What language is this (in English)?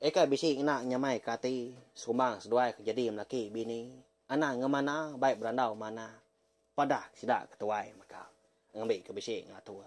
Iban